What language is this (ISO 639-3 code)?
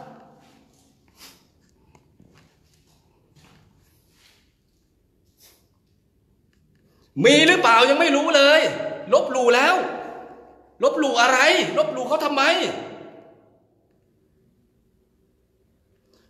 tha